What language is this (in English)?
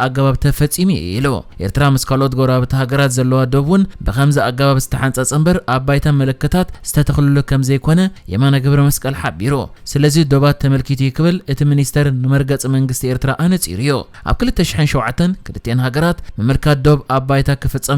Tigrinya